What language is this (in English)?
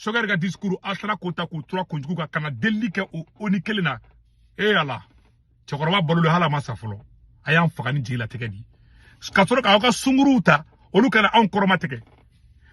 Bambara